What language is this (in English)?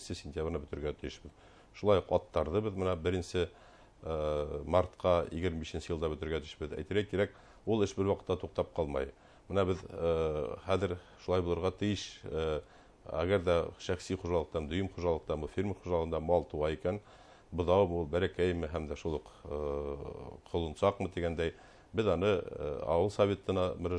Bashkir